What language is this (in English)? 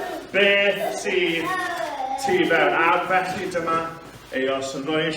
Welsh